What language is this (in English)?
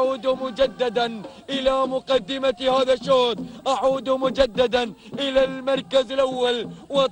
Arabic